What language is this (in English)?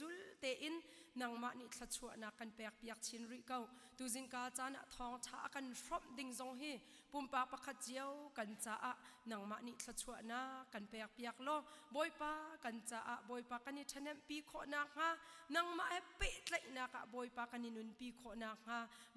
Hakha Chin